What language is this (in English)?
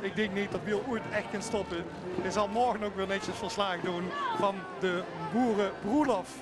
Limburgish